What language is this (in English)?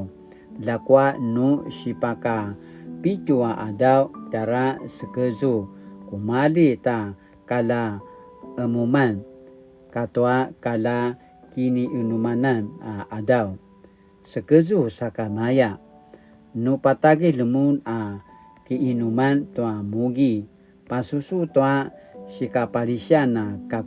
Paiwan